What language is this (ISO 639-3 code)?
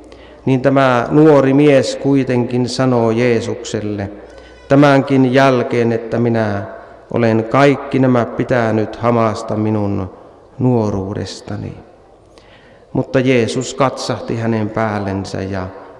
fin